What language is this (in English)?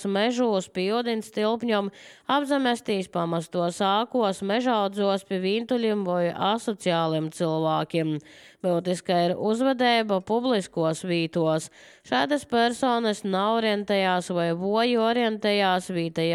Latvian